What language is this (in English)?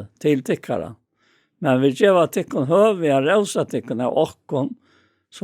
Faroese